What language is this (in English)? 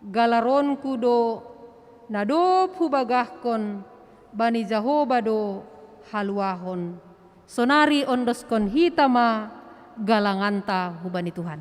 Batak Simalungun